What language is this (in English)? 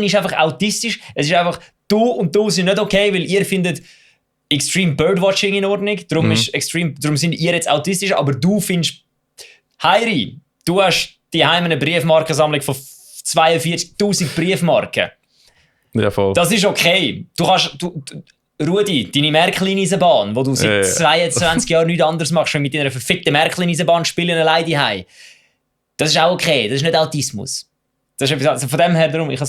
Swiss German